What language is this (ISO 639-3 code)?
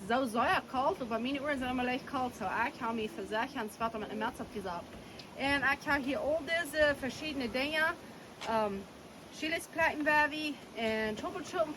pdt